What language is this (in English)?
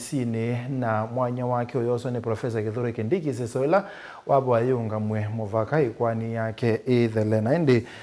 Kamba